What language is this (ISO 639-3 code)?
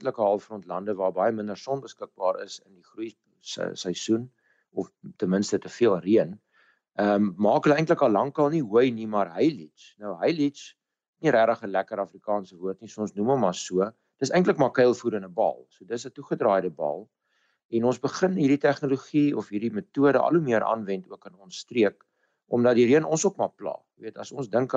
afr